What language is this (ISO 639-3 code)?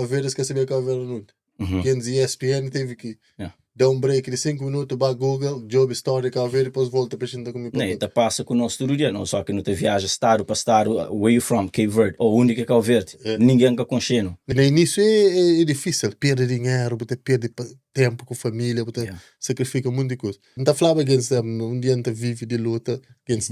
kea